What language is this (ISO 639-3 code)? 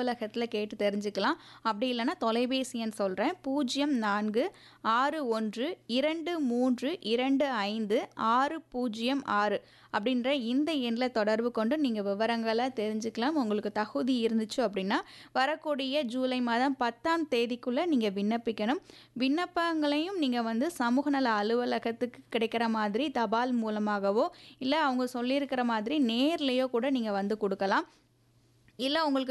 tam